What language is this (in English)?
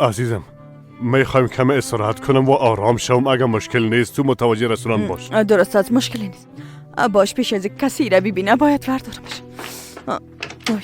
Persian